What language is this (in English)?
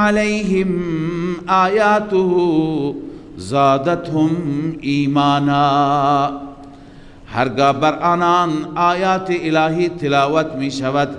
Persian